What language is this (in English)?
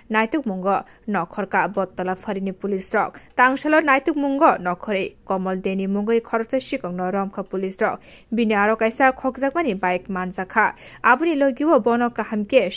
Kok Borok